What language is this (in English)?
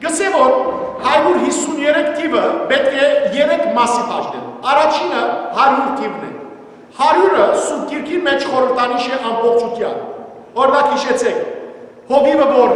Western Armenian